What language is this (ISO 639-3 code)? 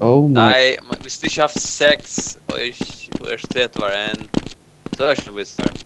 fao